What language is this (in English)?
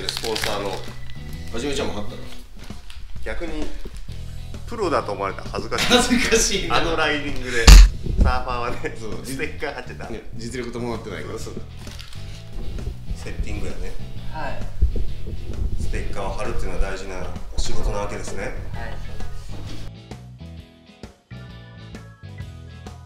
Japanese